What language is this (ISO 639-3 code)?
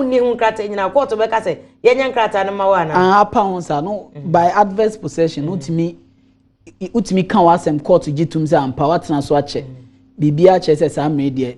aka